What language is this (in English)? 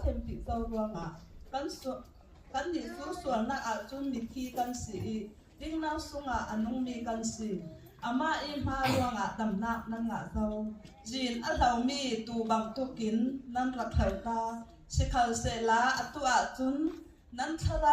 Falam Chin